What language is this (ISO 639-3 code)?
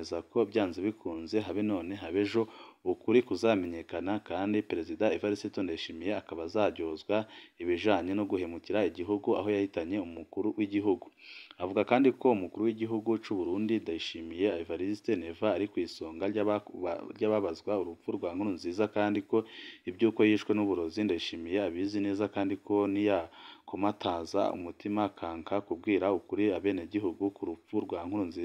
run